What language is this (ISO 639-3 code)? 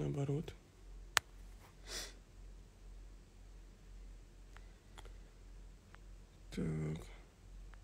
rus